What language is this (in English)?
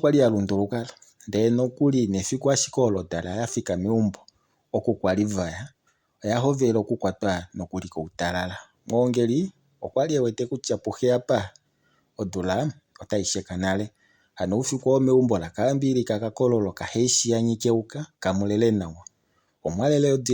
Kuanyama